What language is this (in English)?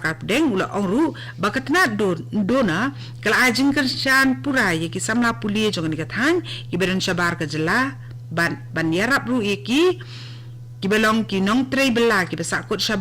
Khasi